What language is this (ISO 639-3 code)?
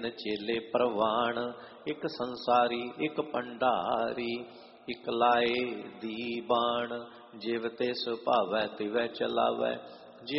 pan